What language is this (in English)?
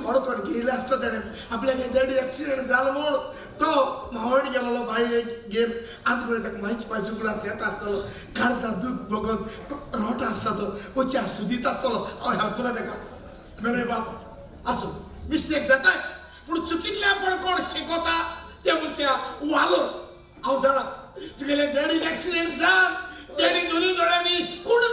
Konkani